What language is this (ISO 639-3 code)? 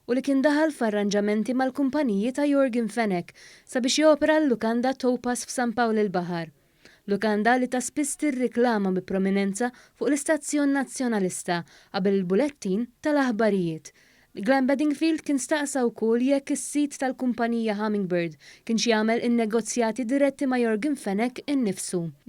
mlt